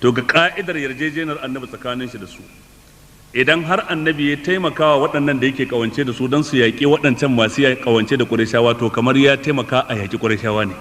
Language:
Hausa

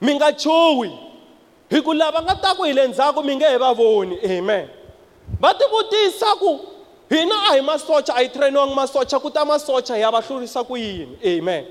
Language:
Tsonga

